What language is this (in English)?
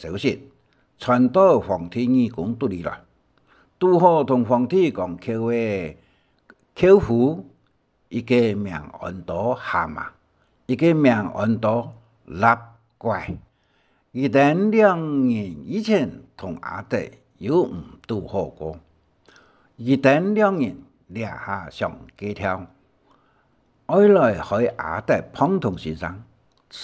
Hakka Chinese